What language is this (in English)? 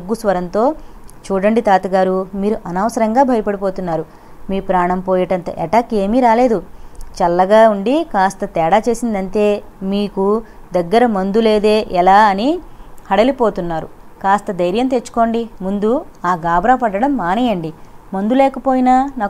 Telugu